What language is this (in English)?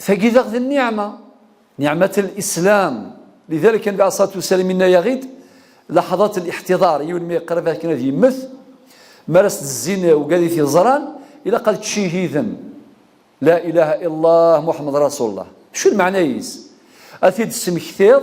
Kabyle